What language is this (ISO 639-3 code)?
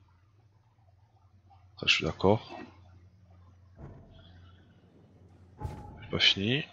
fra